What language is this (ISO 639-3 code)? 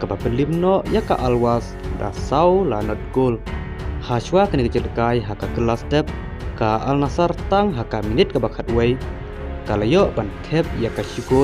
kha